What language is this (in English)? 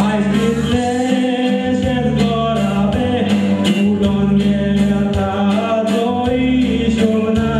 Konkani